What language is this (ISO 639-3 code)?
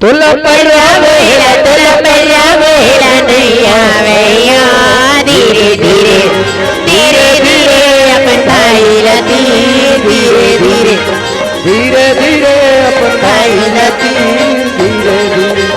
hne